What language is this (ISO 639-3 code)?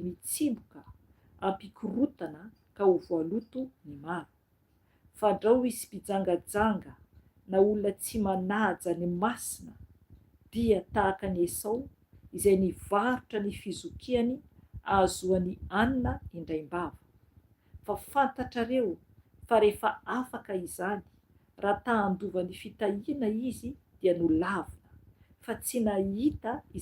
mlg